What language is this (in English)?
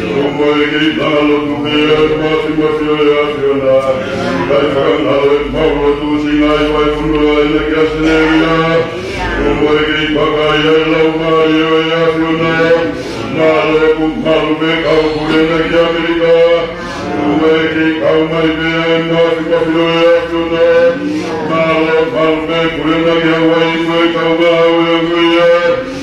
Tongan